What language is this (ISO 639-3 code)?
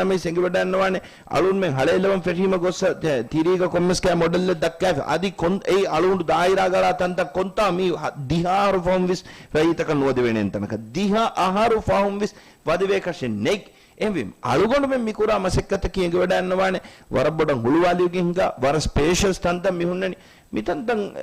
div